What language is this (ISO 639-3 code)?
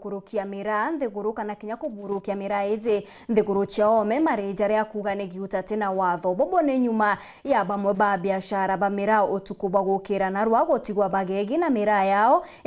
mer